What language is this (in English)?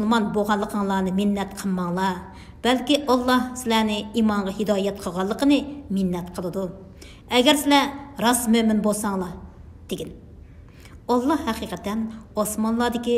Uyghur